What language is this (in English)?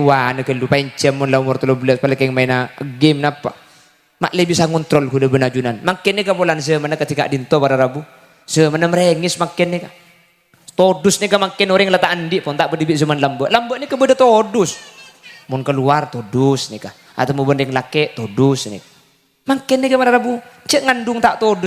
Madurese